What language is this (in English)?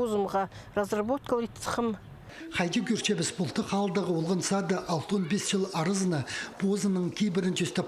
Khakas